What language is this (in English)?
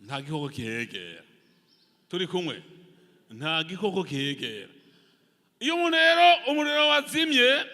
Rundi